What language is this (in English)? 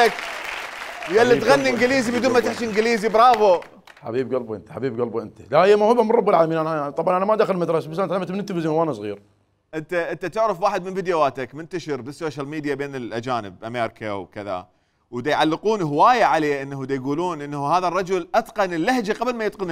Mesopotamian Arabic